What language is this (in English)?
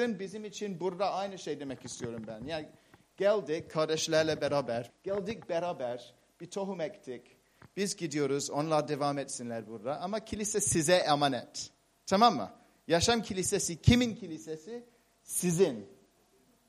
Turkish